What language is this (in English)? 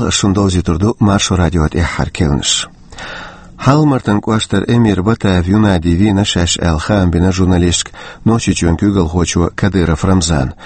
Chechen